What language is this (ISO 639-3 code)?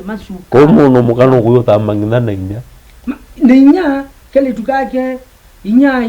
kam